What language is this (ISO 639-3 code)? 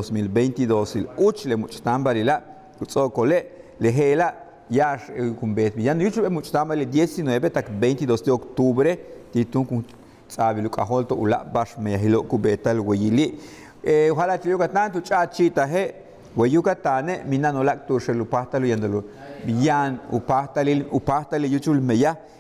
yua